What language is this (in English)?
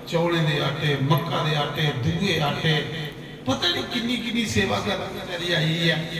Dogri